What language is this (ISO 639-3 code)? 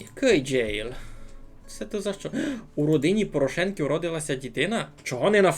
rue